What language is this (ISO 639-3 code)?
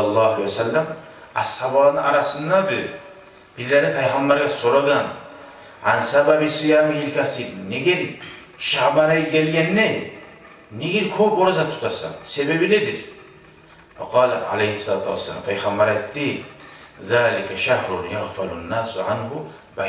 kum